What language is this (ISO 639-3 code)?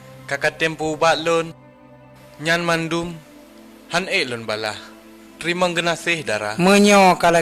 ace